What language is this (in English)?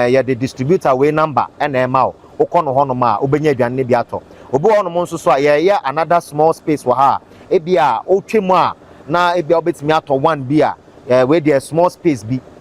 Akan